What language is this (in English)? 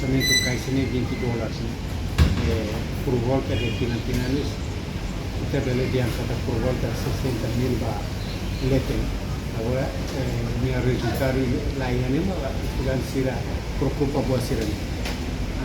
Tetum